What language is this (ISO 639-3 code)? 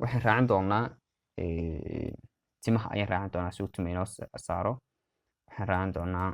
som